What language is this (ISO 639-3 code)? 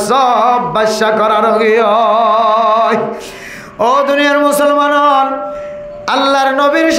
rhg